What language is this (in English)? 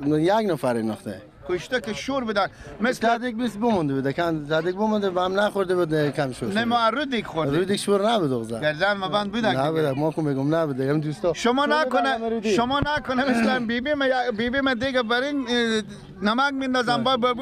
Persian